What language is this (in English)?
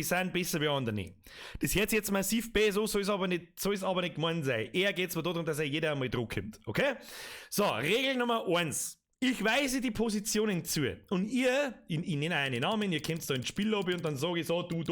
Bavarian